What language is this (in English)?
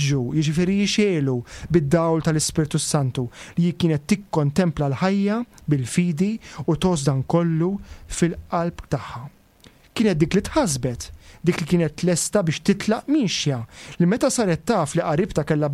Maltese